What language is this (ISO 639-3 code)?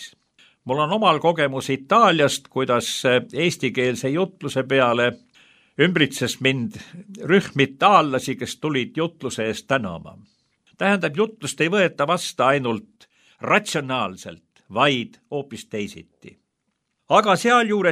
est